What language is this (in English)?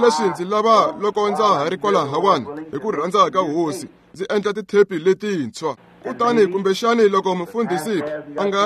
Tsonga